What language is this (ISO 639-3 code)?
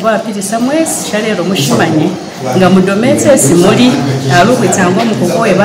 myx